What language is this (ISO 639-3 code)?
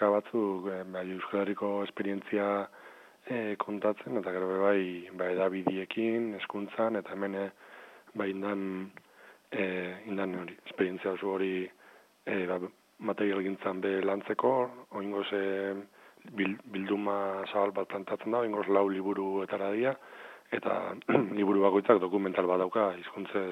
eus